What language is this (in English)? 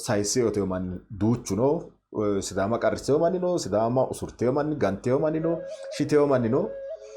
Sidamo